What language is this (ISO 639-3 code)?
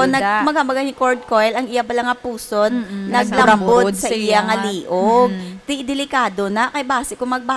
hil